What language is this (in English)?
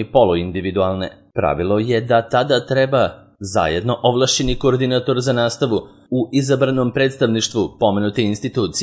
Serbian